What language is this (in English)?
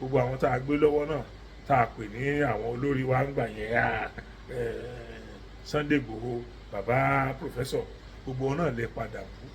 Yoruba